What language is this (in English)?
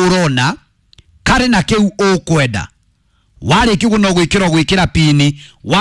Kikuyu